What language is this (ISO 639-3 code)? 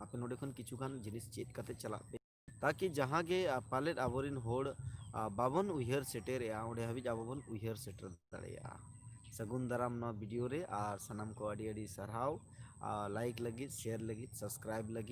sat